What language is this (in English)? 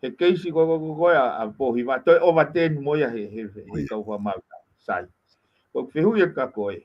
Tongan